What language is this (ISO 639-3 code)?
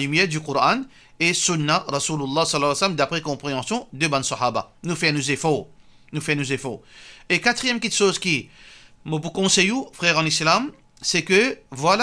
mfe